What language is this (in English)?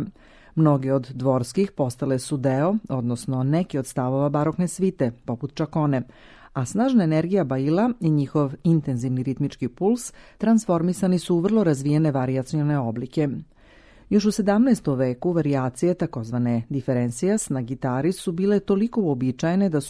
Serbian